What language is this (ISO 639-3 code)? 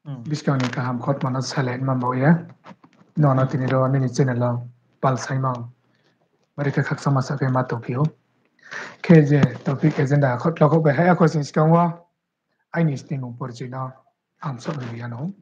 ria